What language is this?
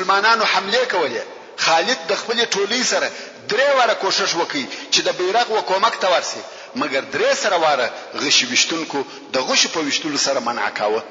Pashto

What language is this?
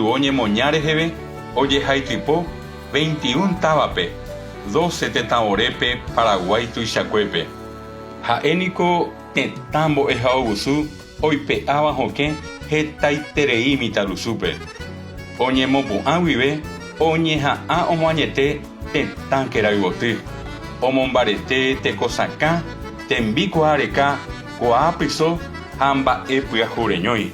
Guarani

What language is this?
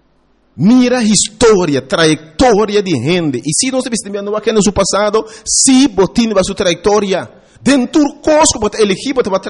Papiamento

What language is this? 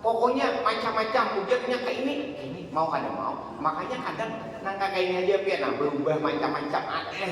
Banjar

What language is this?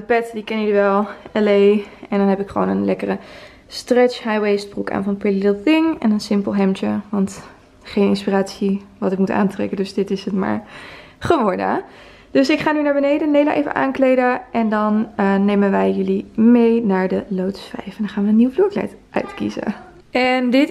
Dutch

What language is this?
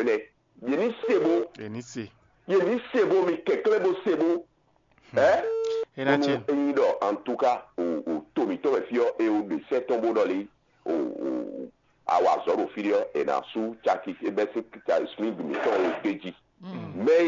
Fon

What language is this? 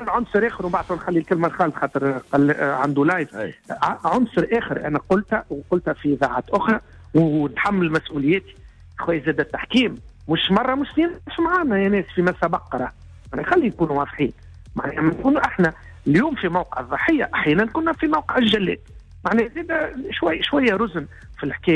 Tunisian Arabic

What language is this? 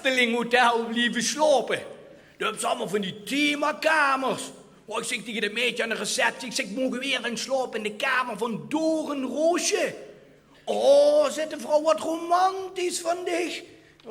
Limburgish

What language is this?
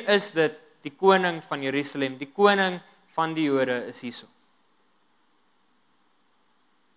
Afrikaans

